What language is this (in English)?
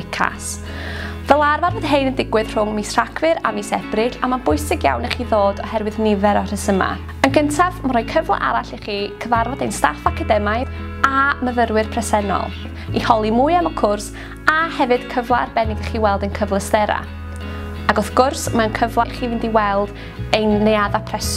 Welsh